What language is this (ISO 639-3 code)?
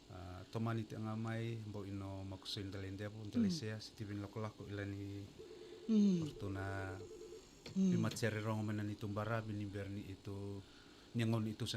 fij